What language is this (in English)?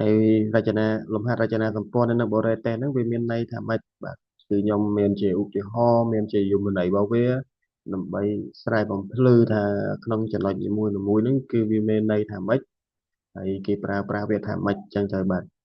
Khmer